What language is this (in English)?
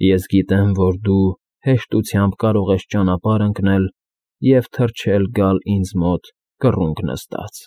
Armenian